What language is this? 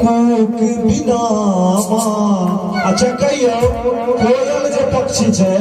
Maithili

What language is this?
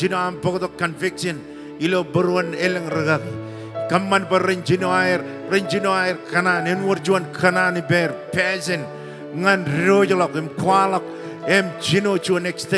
Marshallese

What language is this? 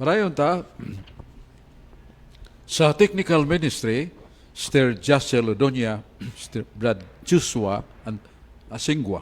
Cebuano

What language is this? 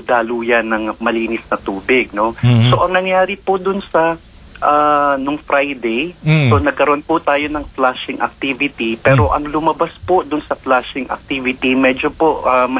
Filipino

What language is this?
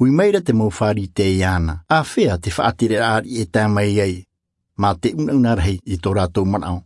Tahitian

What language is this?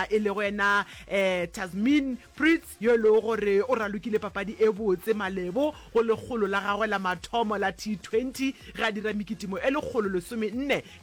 Northern Sotho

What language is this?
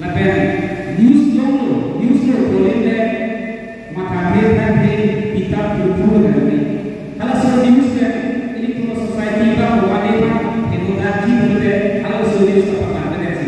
Karbi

